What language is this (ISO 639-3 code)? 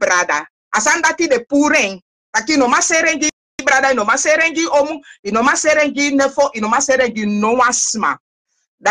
srn